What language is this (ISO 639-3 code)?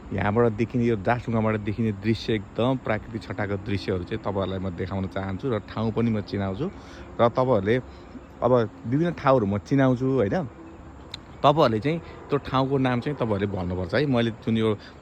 nep